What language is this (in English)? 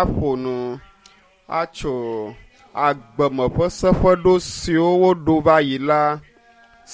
Ewe